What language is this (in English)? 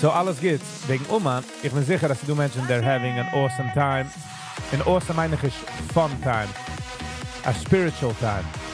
Yiddish